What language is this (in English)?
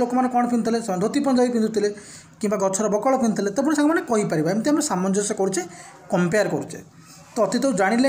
Odia